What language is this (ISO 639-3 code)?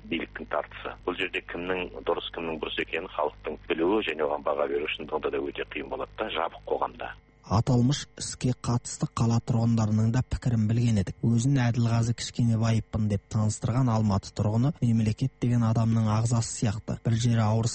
kaz